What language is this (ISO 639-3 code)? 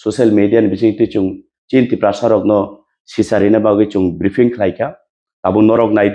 trp